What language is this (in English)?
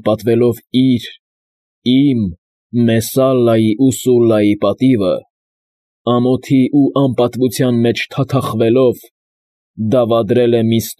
Armenian